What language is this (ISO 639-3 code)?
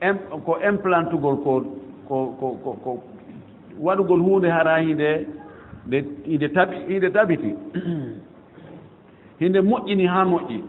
ful